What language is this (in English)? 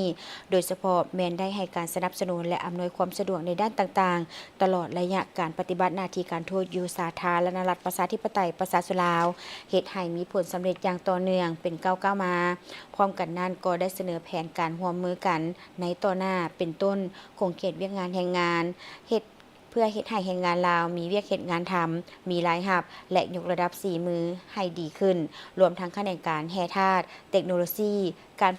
Lao